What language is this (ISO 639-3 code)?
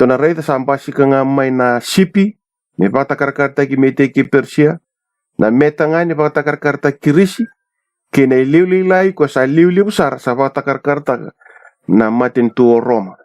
fij